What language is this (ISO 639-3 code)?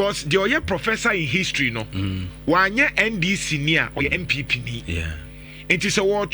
aka